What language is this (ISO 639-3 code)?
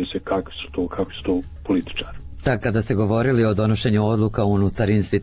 bos